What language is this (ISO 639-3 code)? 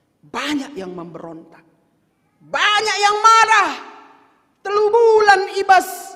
btx